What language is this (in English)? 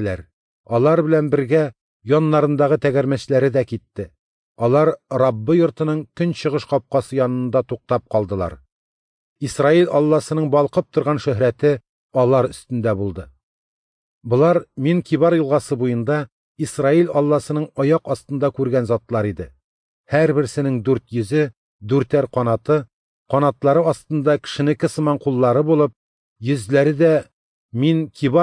Tatar